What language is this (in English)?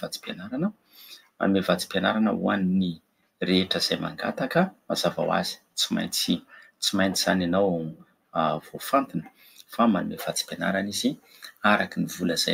Malagasy